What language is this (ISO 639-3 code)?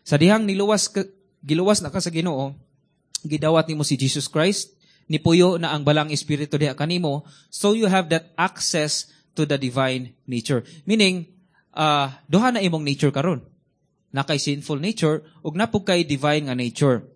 ceb